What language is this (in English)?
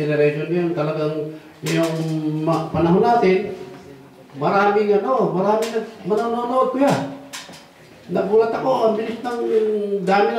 Filipino